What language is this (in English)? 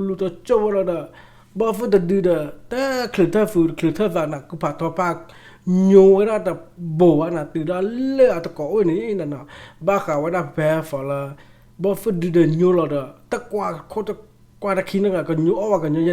S'gaw Karen